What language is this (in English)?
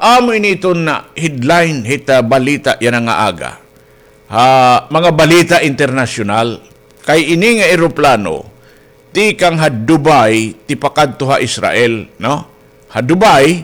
Waray